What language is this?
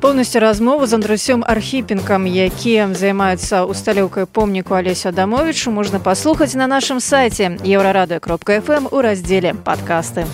Belarusian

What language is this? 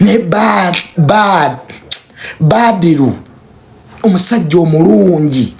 Ganda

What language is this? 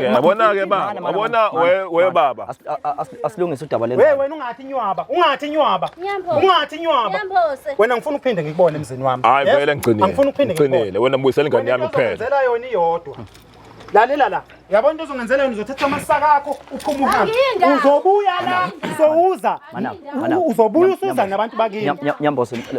Zulu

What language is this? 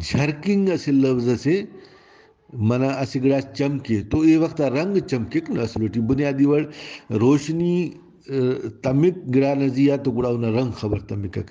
Brahui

